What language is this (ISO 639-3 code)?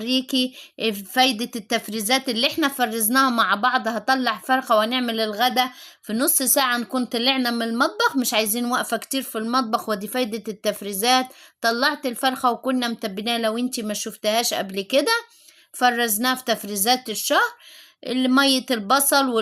arz